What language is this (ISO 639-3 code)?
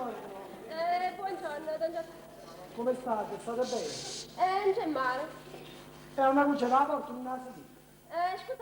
nap